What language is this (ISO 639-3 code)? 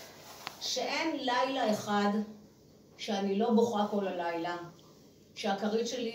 heb